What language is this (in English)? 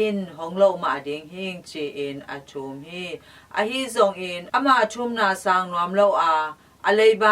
Tedim Chin